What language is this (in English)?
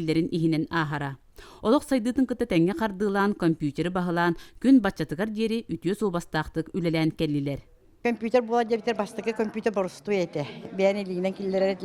Yakut